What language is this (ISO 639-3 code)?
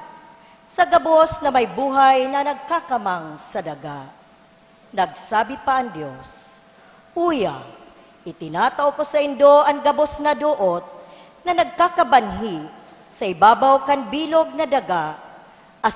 bik